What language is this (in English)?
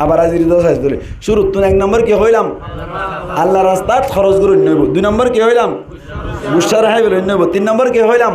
Rohingya